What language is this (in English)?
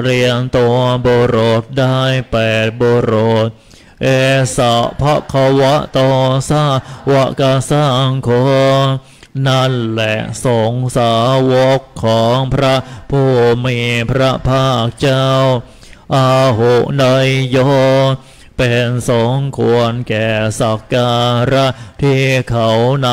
Thai